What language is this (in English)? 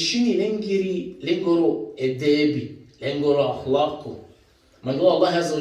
Balkan Romani